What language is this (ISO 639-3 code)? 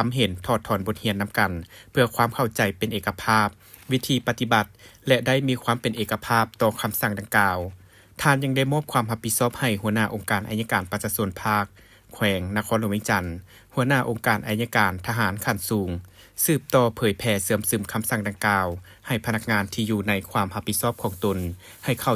lao